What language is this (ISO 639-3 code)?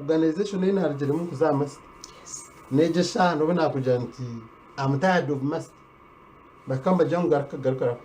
nyn